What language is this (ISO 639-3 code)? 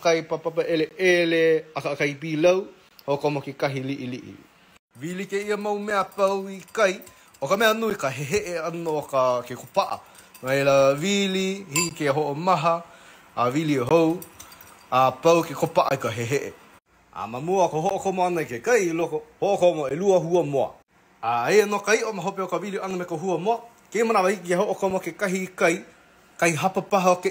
haw